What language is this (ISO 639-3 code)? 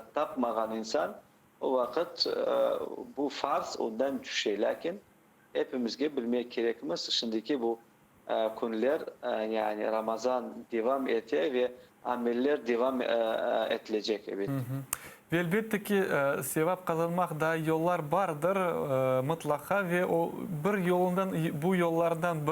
crh